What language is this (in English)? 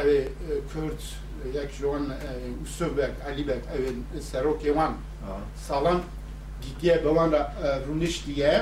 Kurdish